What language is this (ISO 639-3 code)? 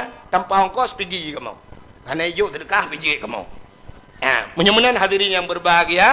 ace